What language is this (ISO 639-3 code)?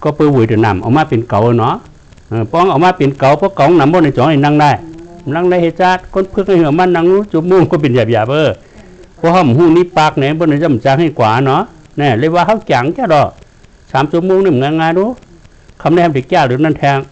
shn